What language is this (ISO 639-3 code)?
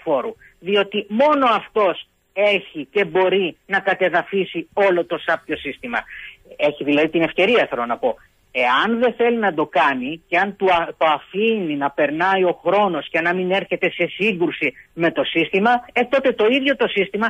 ell